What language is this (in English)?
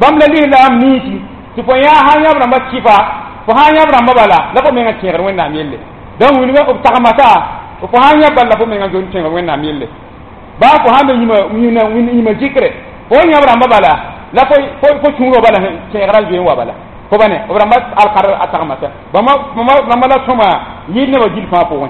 Mossi